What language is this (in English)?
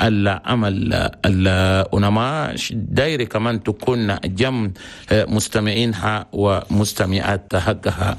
Chadian Arabic